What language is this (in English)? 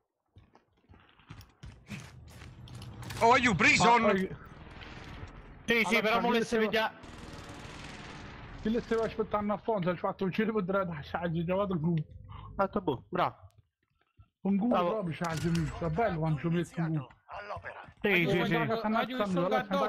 Italian